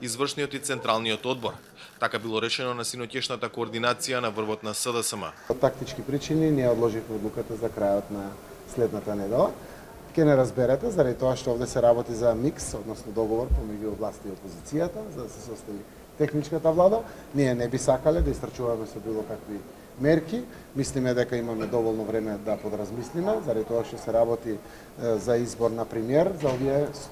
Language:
Macedonian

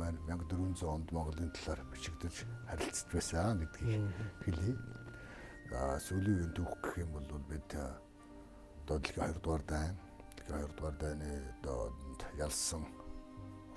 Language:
Mongolian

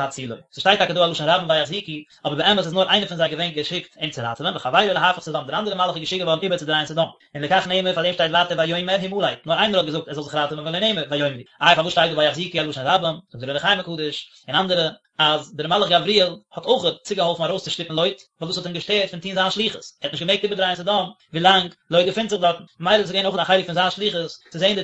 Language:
Yiddish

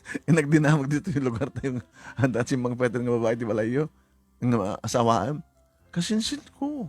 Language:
Iloko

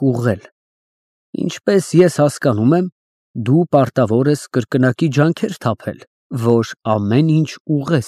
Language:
Armenian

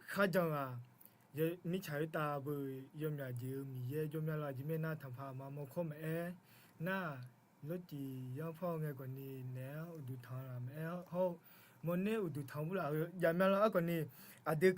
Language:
Akha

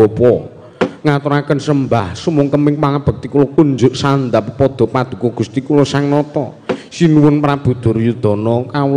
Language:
Javanese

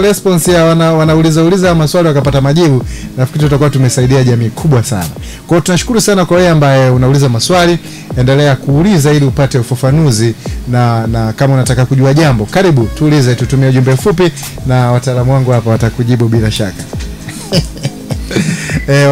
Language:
Swahili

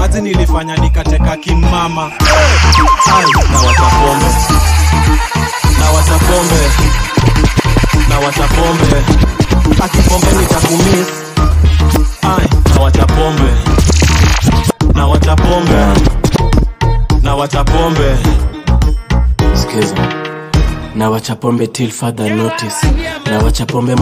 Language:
Swahili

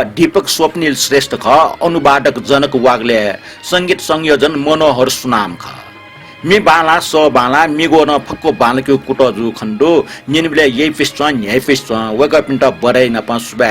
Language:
Newari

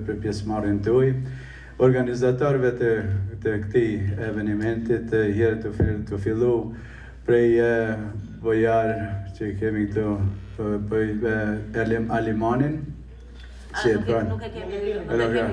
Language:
Albanian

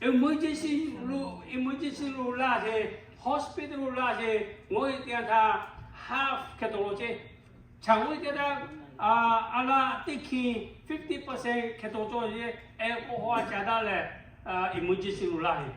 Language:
Lahu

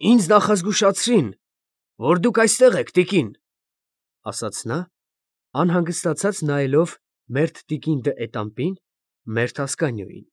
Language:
Armenian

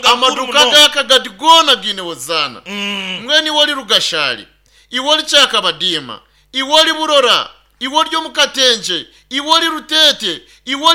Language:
Nyankole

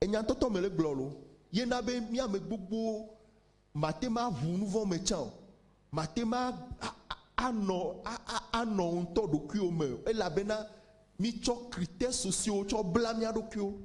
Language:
Ewe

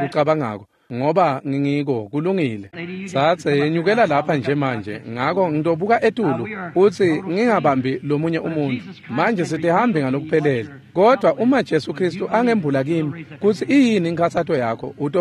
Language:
Swati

